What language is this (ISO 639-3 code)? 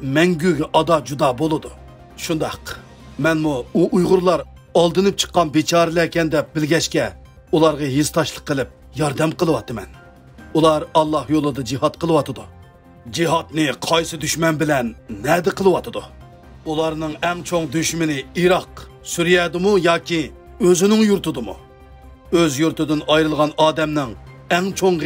uig